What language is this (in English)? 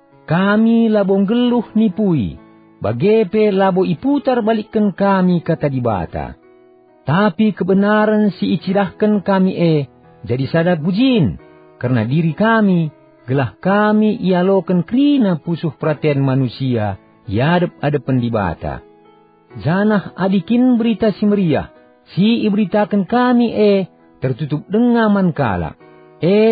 Batak Karo